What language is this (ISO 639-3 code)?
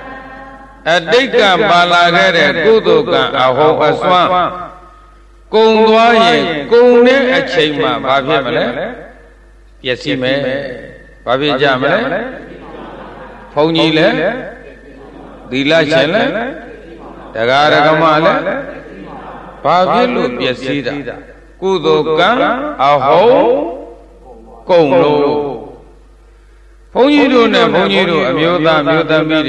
mya